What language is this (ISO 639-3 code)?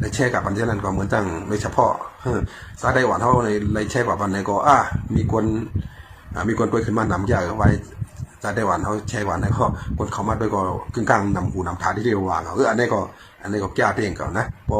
shn